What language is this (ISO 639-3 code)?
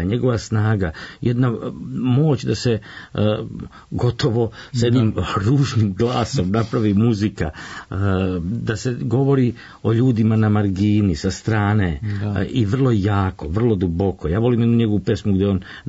srp